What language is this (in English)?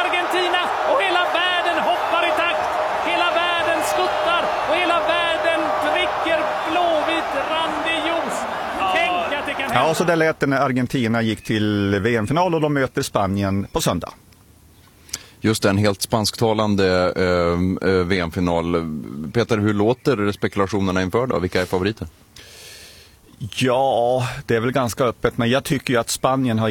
Swedish